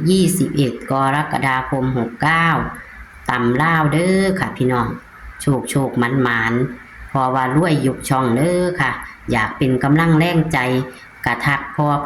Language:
Northeastern Thai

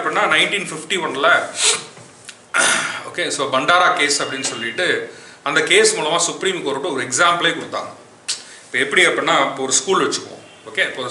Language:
Tamil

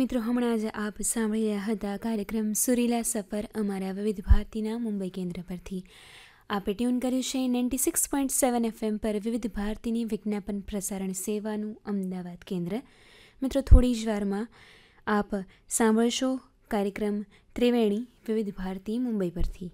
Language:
Gujarati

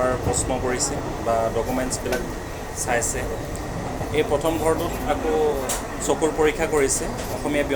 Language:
Assamese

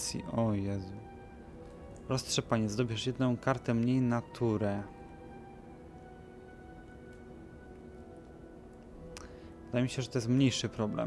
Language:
Polish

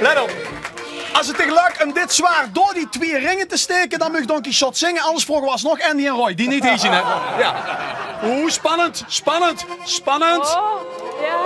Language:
Limburgish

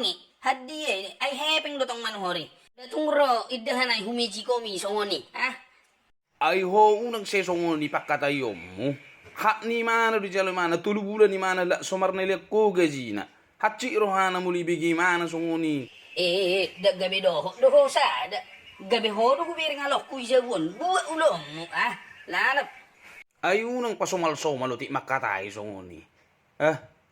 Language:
Batak Toba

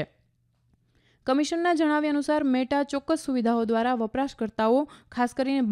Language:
Gujarati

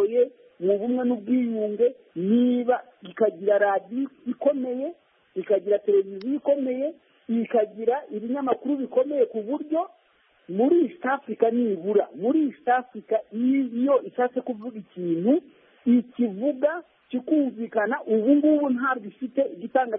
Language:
Kinyarwanda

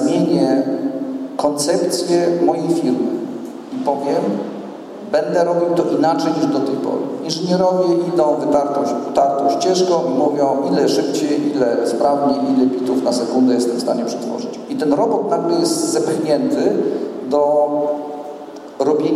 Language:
Polish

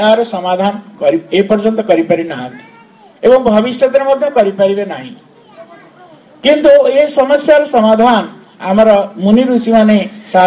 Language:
Odia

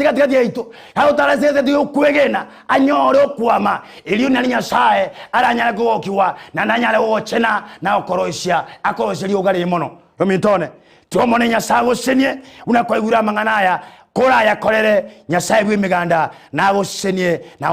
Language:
Gusii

